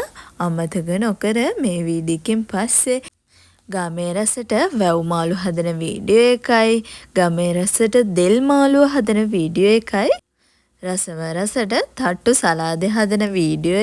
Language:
Sinhala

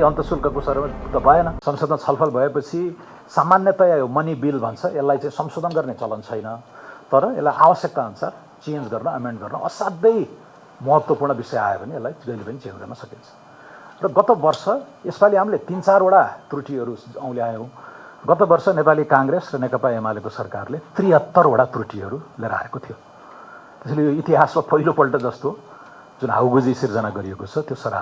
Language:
Nepali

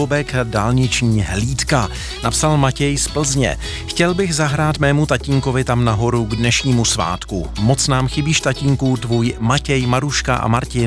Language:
Czech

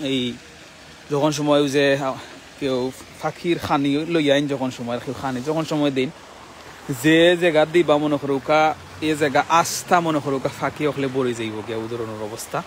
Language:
Sylheti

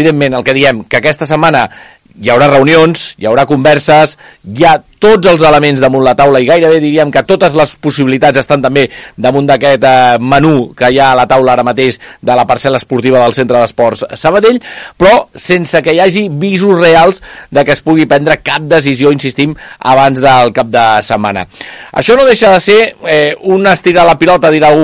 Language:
Catalan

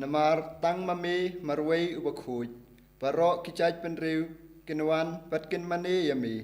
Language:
Khasi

